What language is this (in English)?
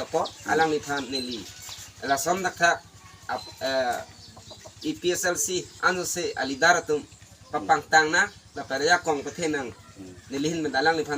Karbi